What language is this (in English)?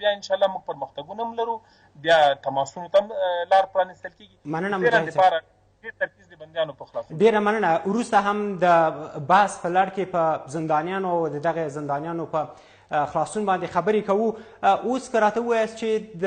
Pashto